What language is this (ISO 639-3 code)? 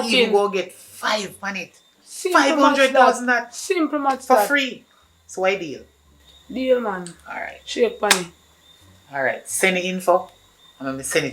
jam